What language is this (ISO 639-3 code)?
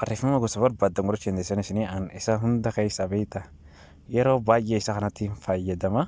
orm